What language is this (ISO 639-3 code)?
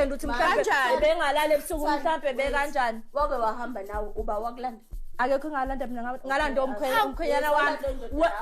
zul